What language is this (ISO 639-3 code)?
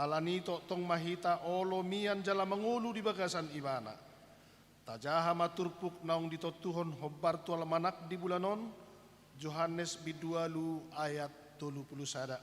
bbc